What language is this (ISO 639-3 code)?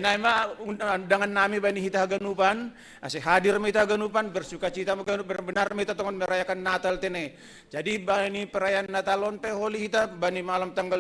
bts